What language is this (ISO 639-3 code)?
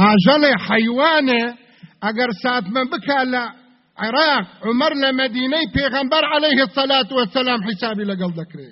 ckb